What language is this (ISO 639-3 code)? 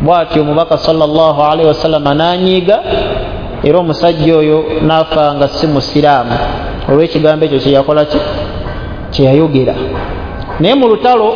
lug